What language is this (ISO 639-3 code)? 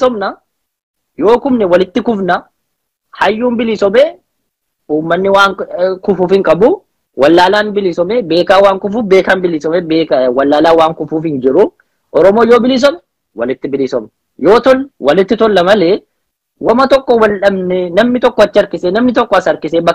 orm